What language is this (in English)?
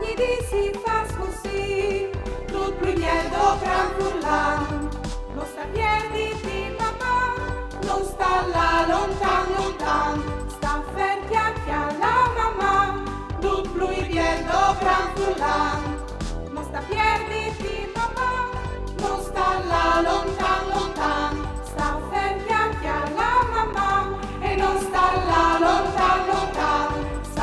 Friulian